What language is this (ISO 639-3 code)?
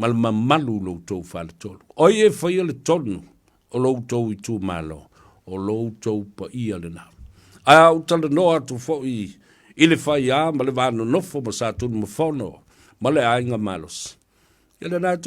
smo